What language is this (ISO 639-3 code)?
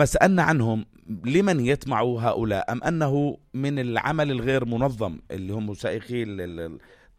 apc